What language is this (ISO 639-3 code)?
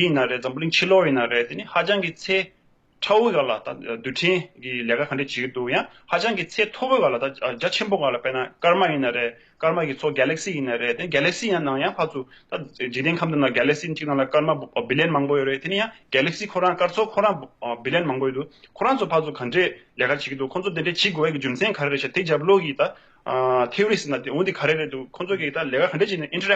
bod